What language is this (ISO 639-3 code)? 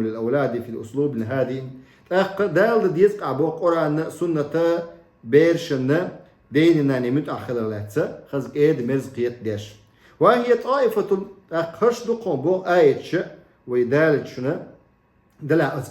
che